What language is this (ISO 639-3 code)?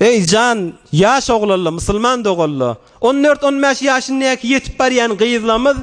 tuk